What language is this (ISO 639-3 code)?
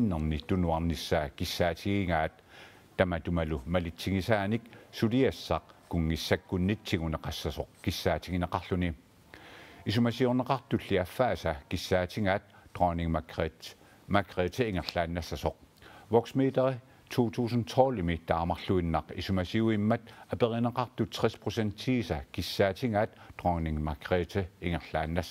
kal